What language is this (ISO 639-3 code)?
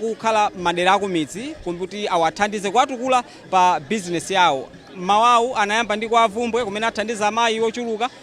nya